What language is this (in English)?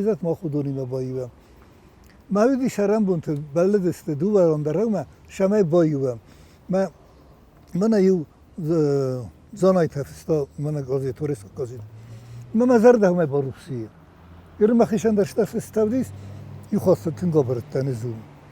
Ossetic